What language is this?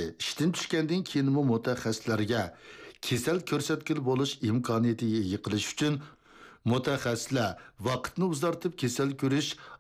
Uyghur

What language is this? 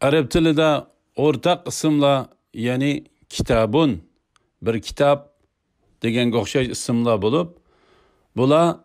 Uyghur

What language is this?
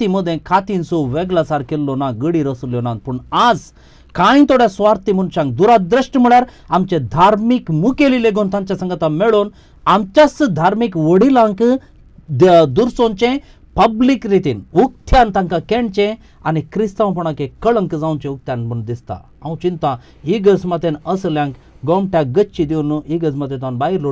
Konkani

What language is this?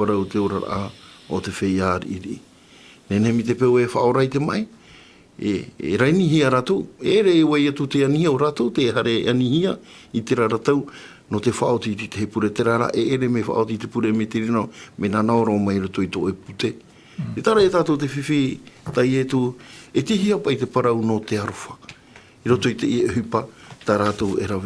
Tahitian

